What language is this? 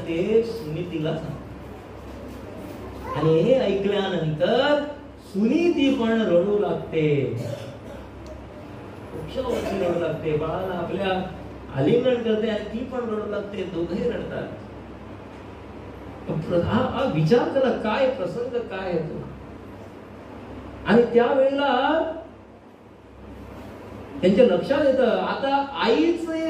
Marathi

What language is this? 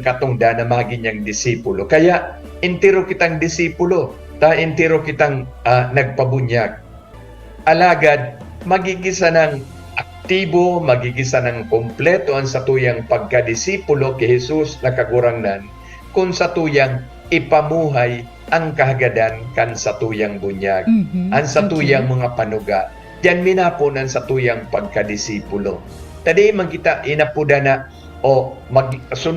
Bikol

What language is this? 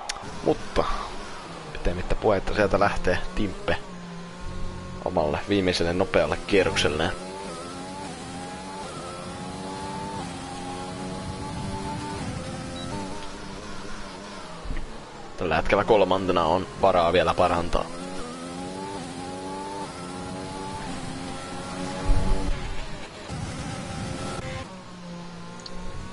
Finnish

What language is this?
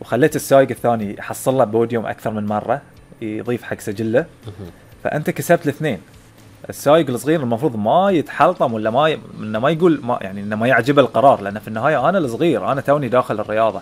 Gulf Arabic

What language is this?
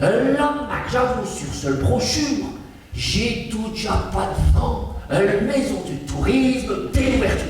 Picard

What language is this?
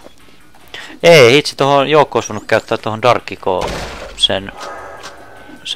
Finnish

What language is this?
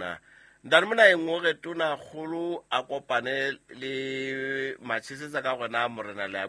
Southern Sotho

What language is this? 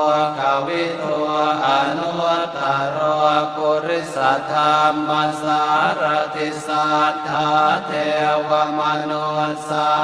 Pali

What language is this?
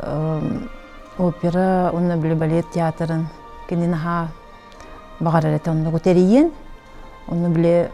Yakut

